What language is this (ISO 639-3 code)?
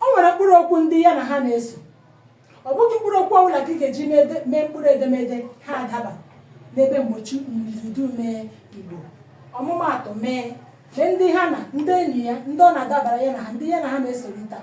ibo